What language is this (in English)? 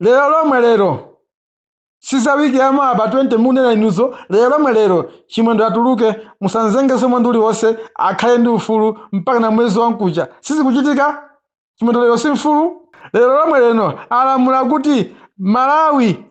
Nyanja